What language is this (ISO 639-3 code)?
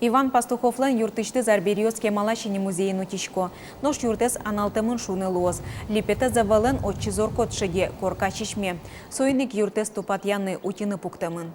udm